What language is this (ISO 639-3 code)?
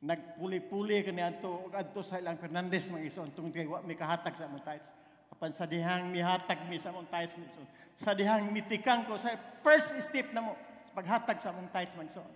ceb